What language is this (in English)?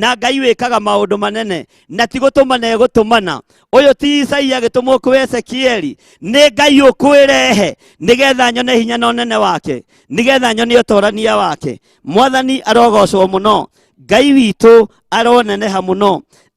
Kikuyu